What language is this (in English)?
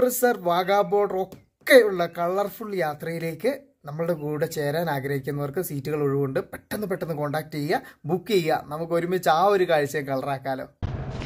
Malayalam